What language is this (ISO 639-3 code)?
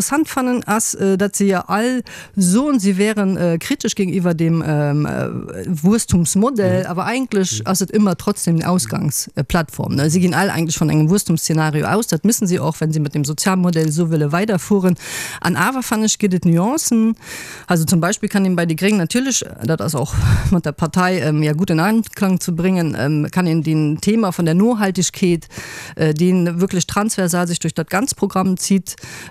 ltz